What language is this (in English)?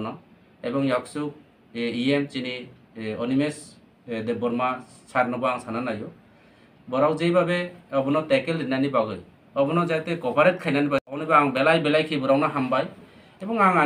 Kok Borok